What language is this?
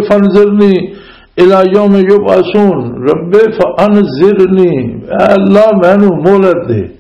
Western Panjabi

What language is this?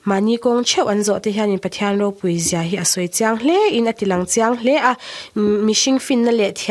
Mizo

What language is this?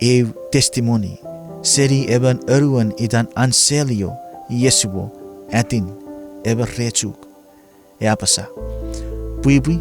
Chuukese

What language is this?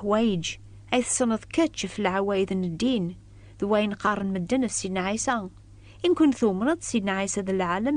Kabyle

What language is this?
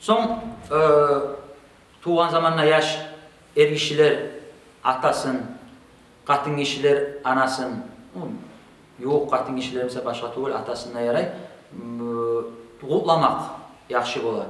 Kumyk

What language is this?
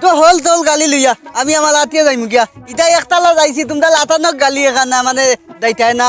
Sylheti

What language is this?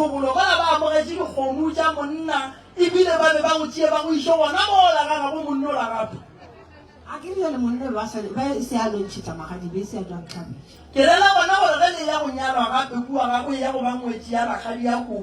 Northern Sotho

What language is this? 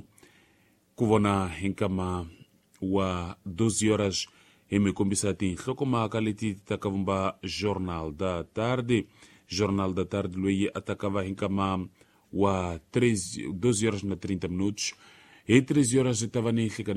Tsonga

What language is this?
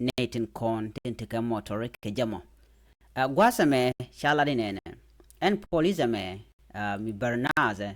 Nuer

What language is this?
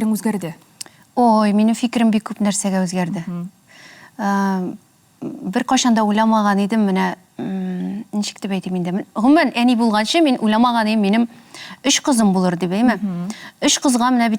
Tatar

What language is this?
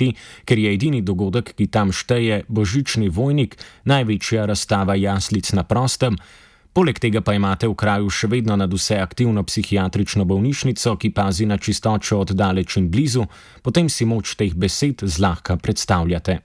Slovenian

